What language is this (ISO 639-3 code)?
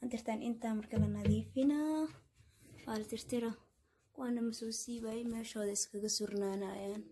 som